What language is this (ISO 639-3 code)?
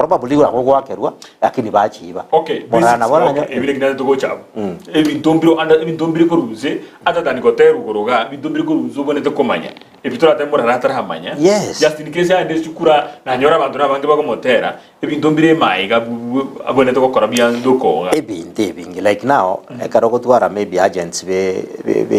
guz